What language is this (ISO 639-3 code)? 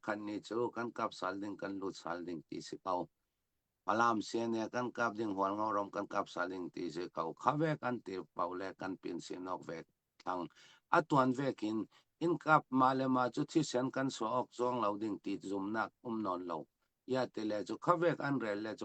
cfm